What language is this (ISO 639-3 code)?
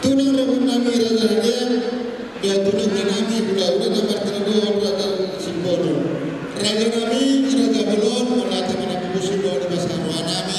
bbc